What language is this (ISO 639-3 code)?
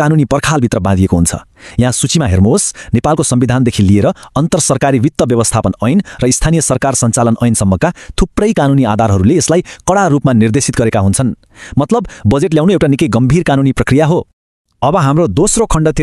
nep